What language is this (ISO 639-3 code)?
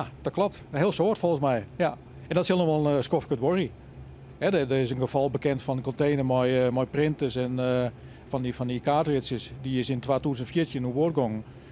fry